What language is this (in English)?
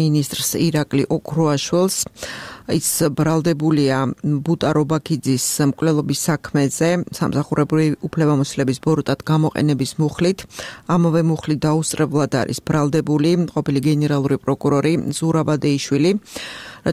Georgian